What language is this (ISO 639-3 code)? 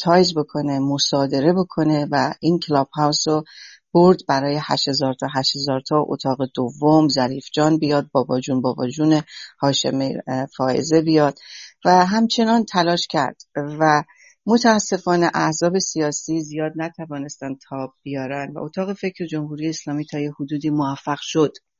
fas